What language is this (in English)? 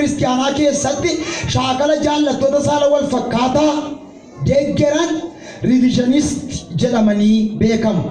Oromo